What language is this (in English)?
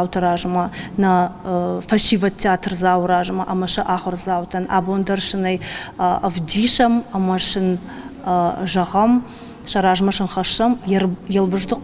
Ossetic